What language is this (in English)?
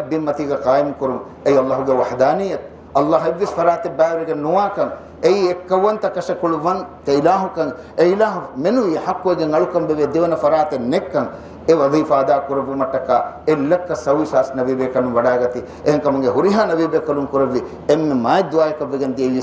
Divehi